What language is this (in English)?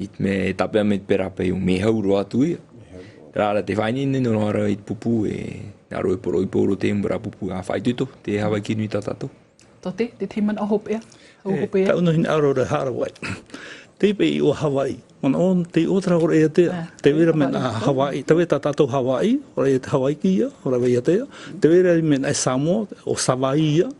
Tahitian